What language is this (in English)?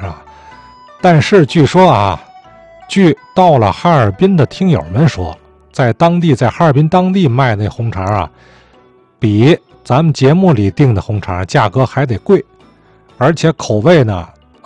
Chinese